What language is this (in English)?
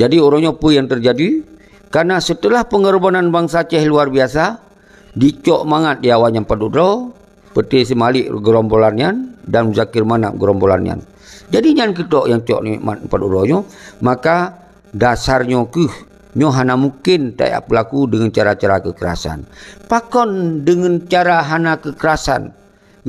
Achinese